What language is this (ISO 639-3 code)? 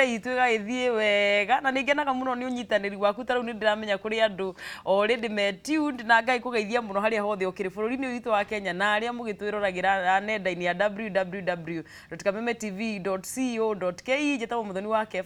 kik